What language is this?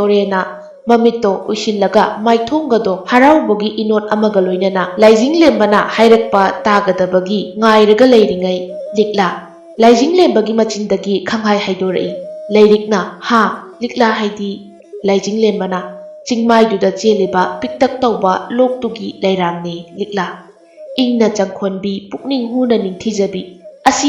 Manipuri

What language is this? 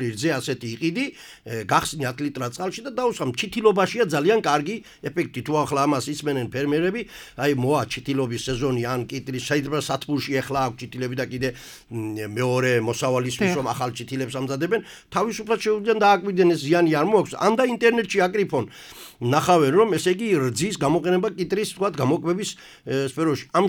Georgian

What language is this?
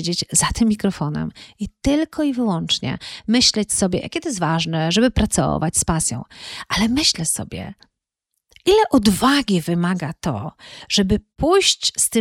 Polish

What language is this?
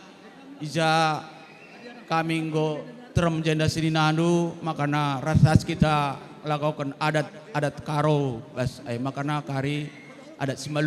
Batak Karo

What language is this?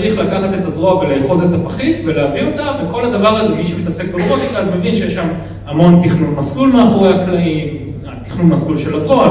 Hebrew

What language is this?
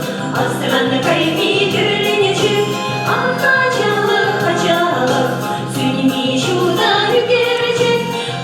Chuvash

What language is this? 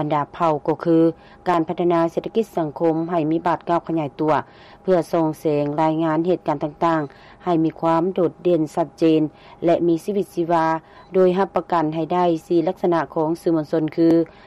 Lao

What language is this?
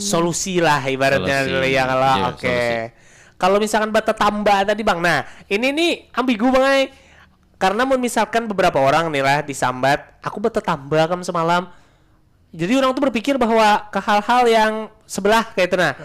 Banjar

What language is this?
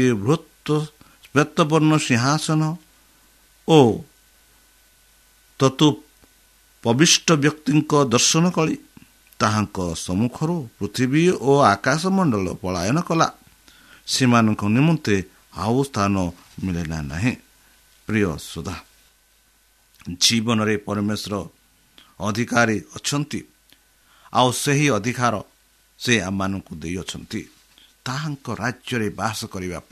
Odia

